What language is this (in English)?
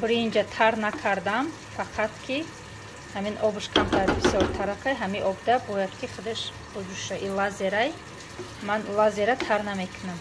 Tajik